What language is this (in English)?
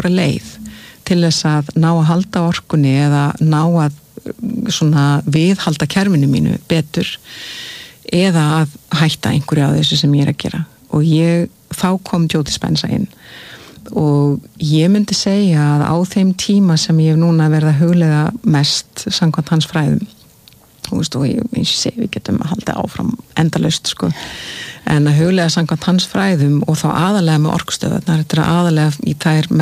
Icelandic